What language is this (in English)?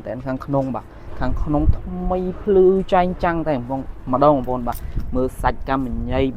Khmer